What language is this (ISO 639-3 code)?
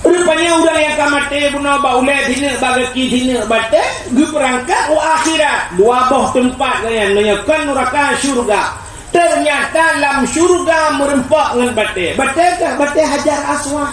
ace